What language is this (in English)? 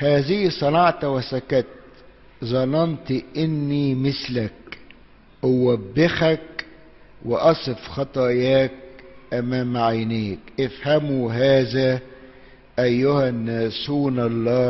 Egyptian Arabic